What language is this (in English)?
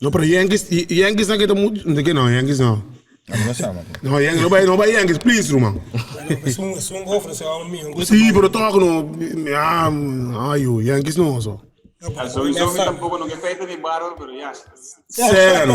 Papiamento